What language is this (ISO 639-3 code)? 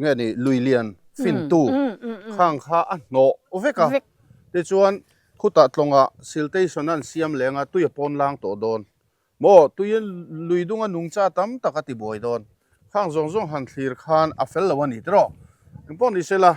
lus